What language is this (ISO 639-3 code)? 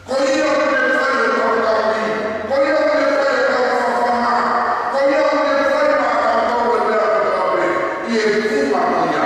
ton